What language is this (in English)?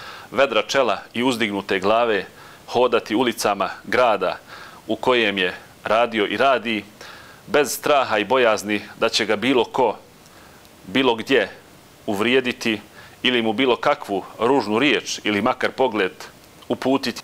Bosnian